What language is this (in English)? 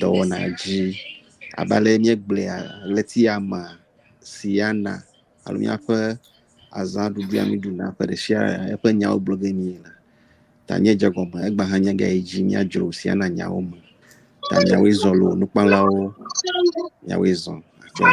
Ewe